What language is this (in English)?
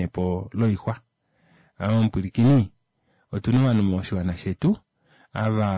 Kuanyama